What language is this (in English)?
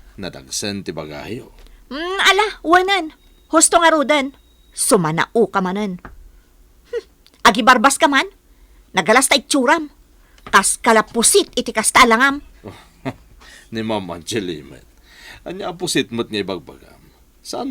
Iloko